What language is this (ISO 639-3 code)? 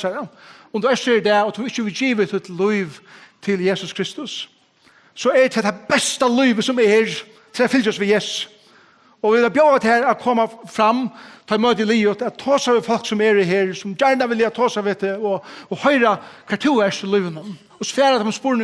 fao